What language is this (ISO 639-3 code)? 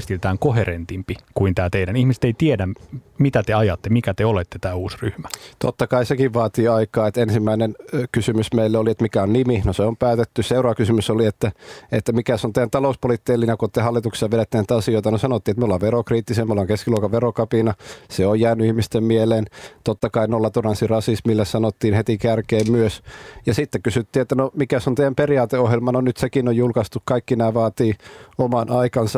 fin